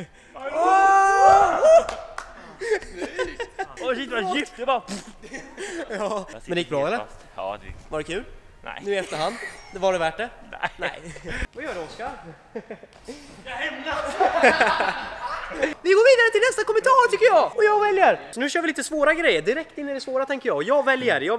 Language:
Swedish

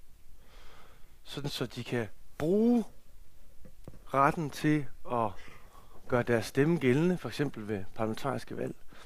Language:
Danish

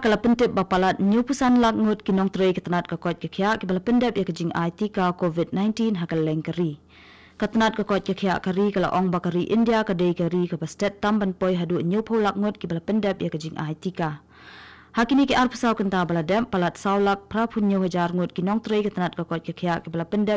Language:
Khasi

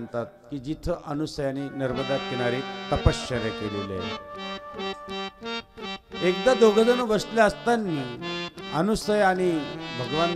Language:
Marathi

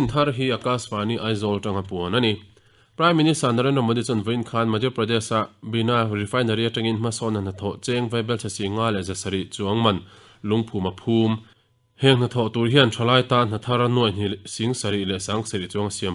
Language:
Mizo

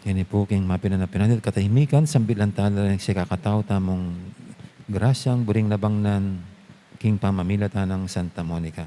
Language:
Pampanga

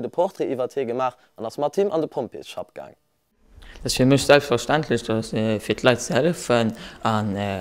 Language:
Luxembourgish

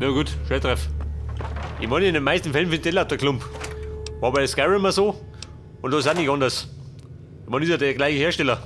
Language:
Bavarian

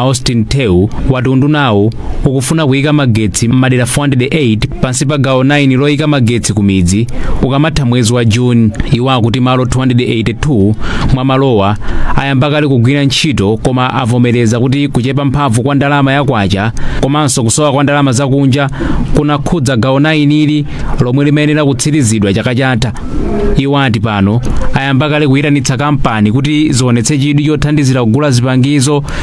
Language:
Nyanja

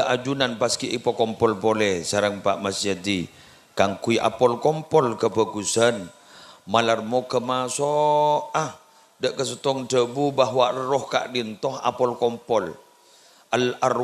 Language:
Madurese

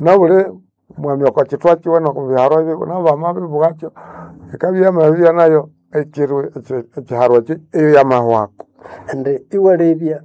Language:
Nande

